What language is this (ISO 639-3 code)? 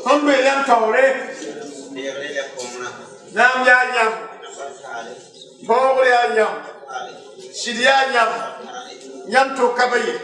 mos